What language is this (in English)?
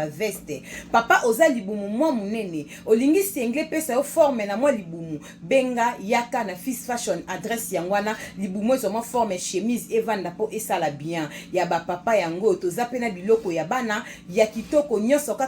Lingala